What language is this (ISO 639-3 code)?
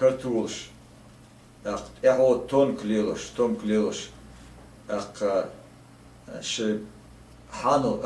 che